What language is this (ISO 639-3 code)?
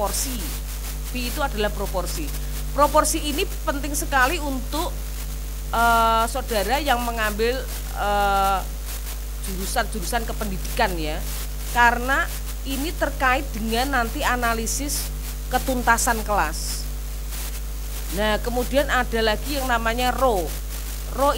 ind